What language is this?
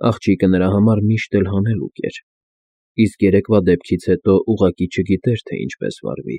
Armenian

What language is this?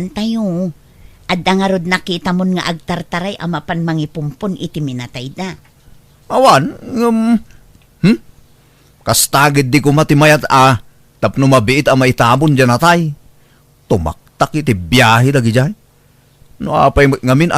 Iloko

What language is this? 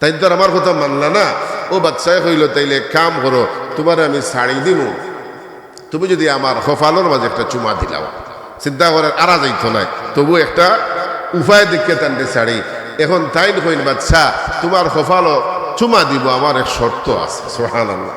Sylheti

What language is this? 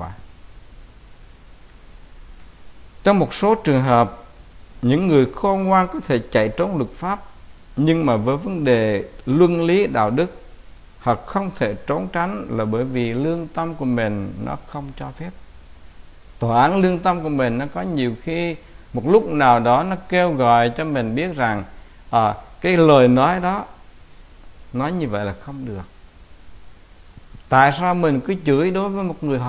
Vietnamese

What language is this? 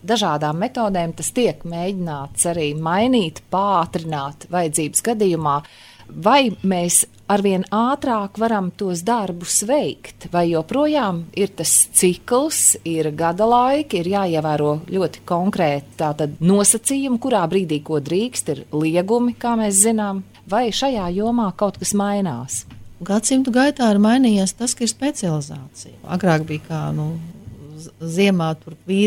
Latvian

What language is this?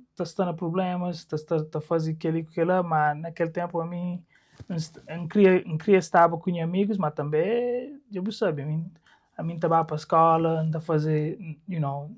Kabuverdianu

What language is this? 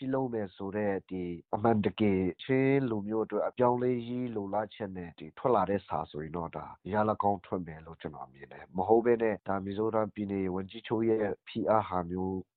Burmese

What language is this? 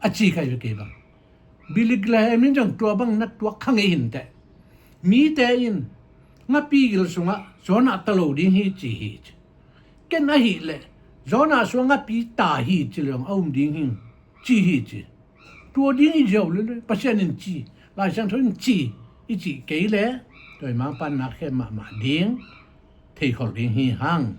Tedim Chin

